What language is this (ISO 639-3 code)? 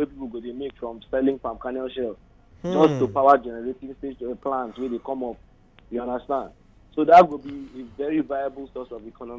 pcm